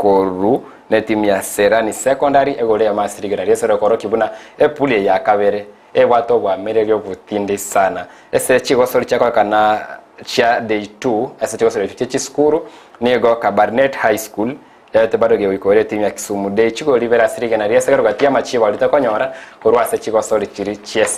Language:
Gusii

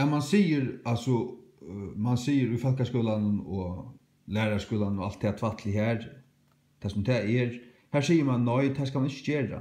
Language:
Faroese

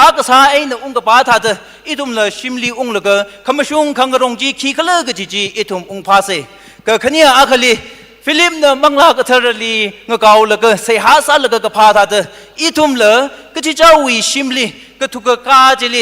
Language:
Tangkhul Naga (India)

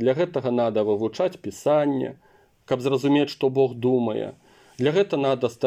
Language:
Belarusian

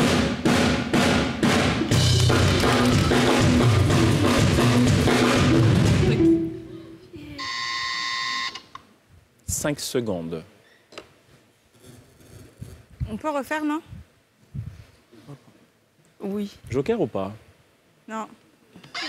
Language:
French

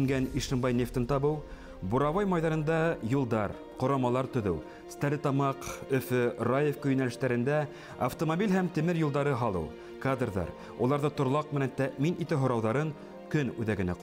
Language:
Bashkir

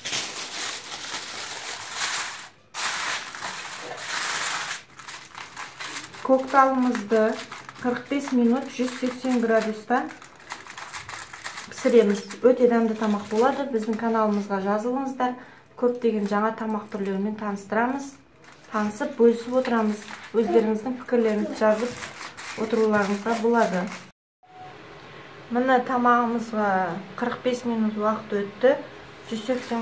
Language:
Kazakh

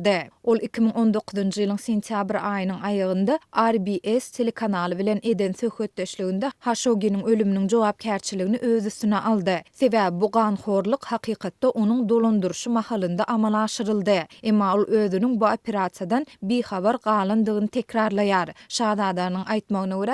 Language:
Turkmen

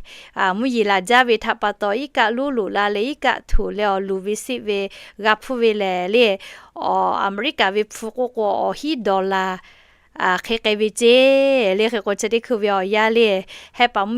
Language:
Lahu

